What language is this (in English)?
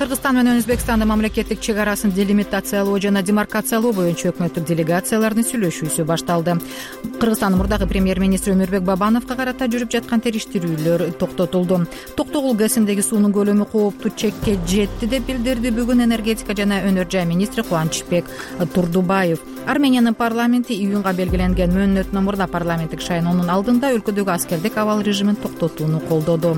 Kyrgyz